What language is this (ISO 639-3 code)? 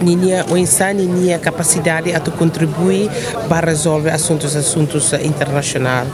tet